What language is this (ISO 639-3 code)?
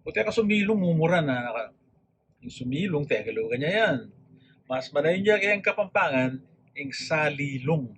pam